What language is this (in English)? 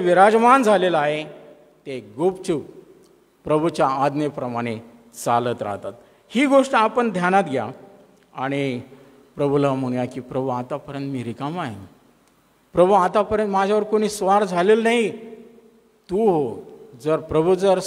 Marathi